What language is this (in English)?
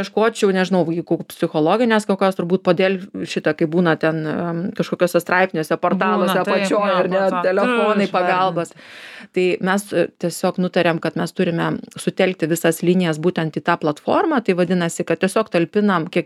Lithuanian